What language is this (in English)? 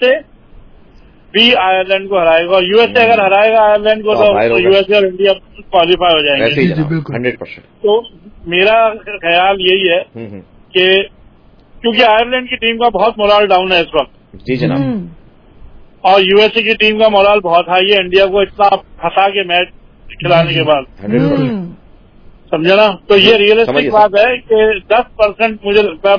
Urdu